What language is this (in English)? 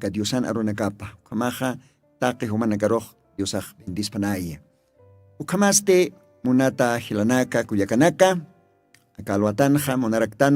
Aymara